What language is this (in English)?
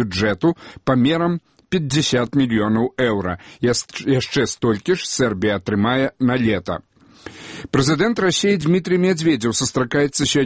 Belarusian